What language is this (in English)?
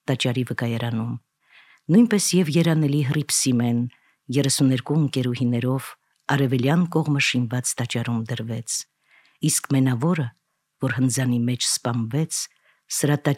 Armenian